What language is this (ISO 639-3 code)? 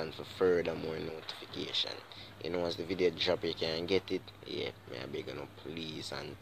jam